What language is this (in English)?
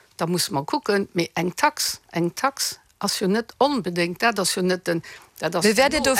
Luxembourgish